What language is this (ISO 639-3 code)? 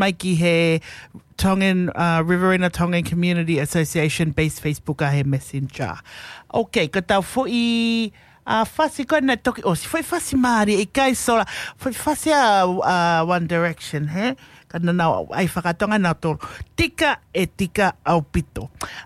ton